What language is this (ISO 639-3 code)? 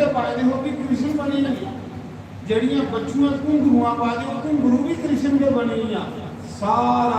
doi